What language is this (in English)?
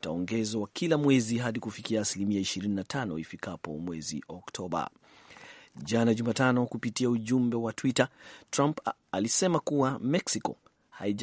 Swahili